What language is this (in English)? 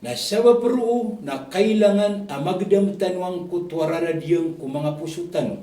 Maranao